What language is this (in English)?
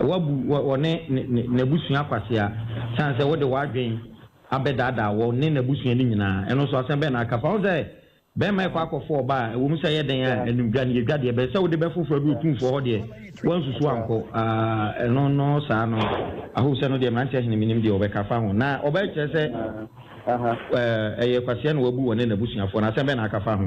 Akan